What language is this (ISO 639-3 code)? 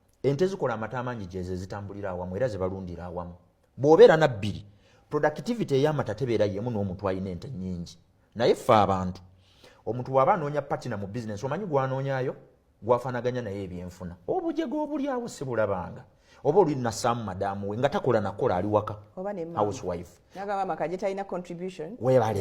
lug